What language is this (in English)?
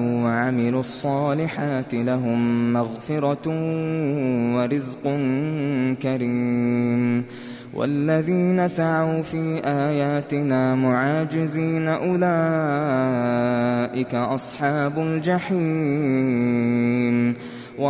Arabic